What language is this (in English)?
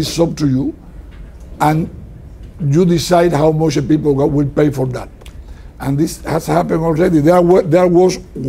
English